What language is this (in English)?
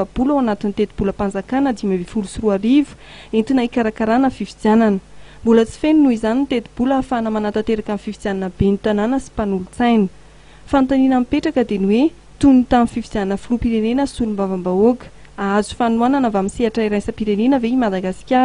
Malagasy